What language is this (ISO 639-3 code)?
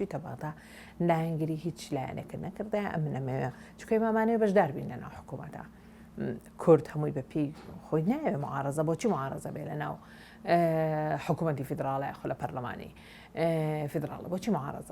ckb